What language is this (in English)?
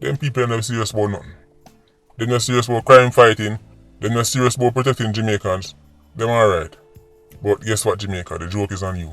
Jamaican Creole English